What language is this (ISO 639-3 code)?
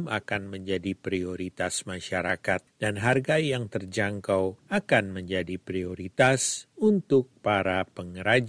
ind